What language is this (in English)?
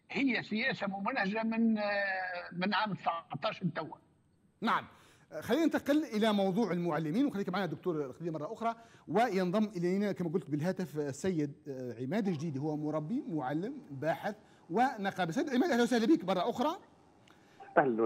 Tunisian Arabic